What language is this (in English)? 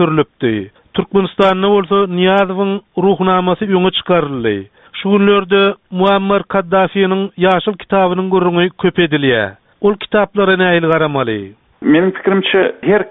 Turkmen